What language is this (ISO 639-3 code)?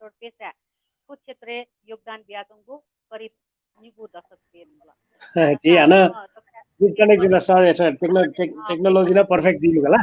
new